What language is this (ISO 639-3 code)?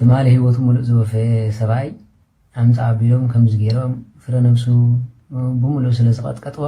tir